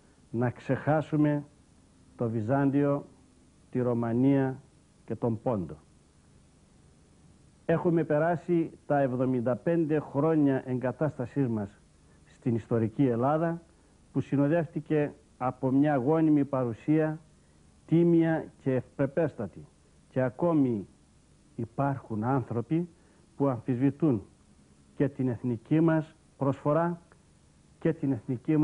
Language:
Greek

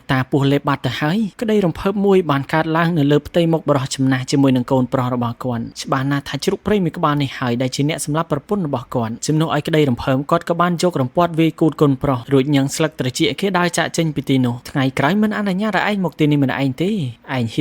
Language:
Khmer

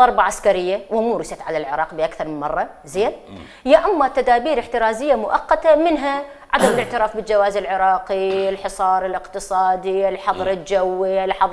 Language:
Mesopotamian Arabic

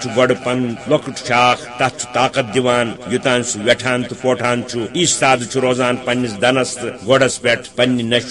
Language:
Kashmiri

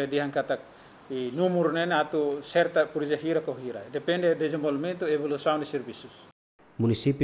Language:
Tetum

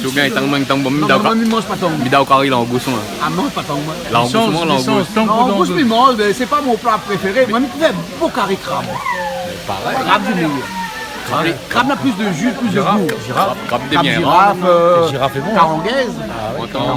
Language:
Réunion Creole French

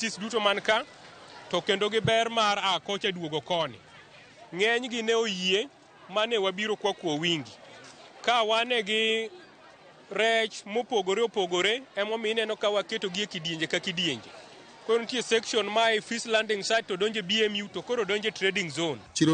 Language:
Luo (Kenya and Tanzania)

